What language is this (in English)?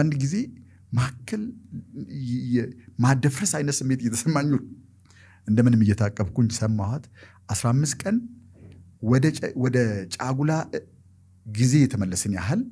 Amharic